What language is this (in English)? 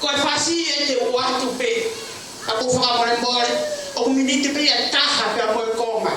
Tongan